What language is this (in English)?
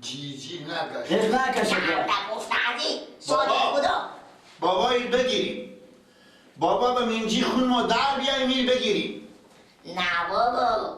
Persian